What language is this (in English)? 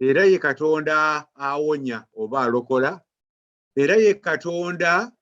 Ganda